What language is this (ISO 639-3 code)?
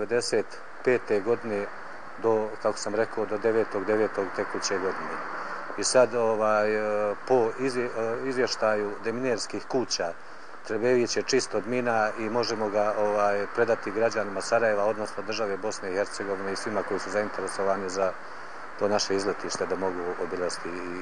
bos